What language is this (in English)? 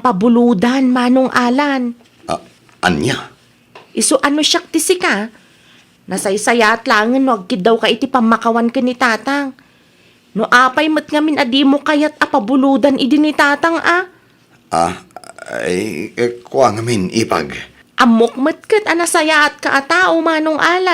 Iloko